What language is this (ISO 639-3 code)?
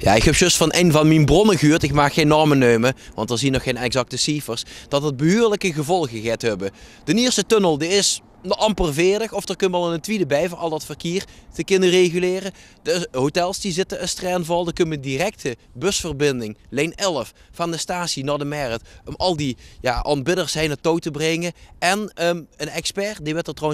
lim